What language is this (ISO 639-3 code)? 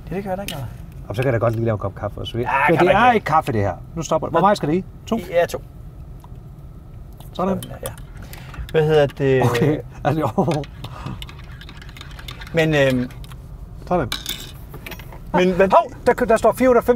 dan